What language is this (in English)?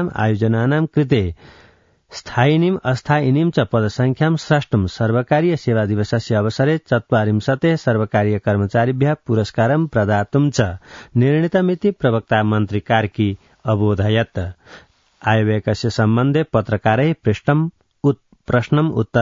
Sanskrit